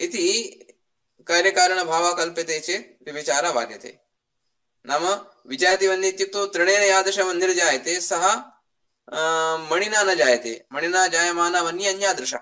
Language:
Sanskrit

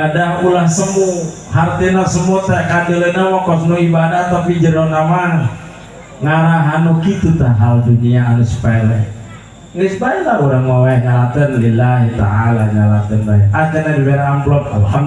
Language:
Sundanese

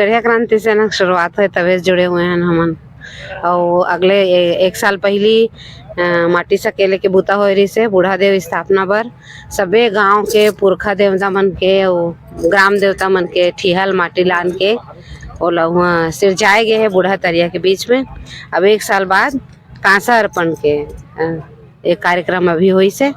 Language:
Chhattisgarhi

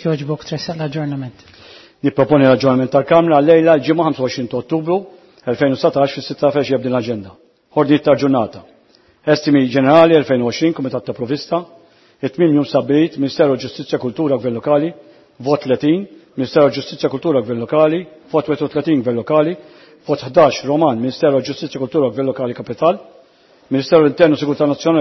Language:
Maltese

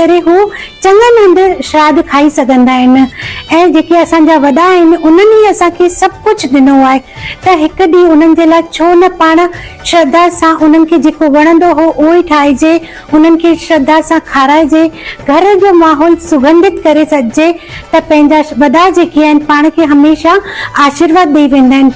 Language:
Sindhi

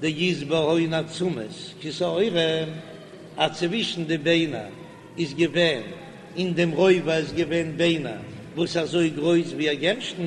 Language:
Yiddish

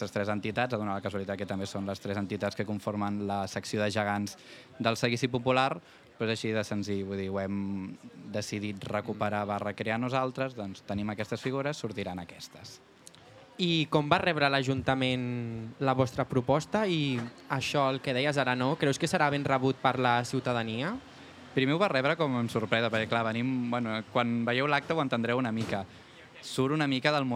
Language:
Catalan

